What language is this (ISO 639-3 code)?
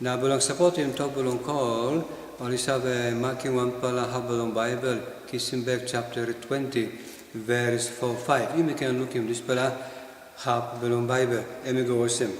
tpi